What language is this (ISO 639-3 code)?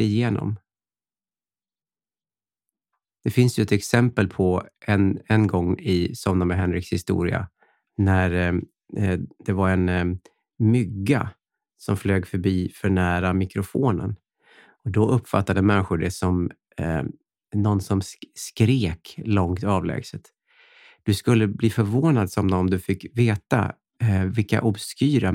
swe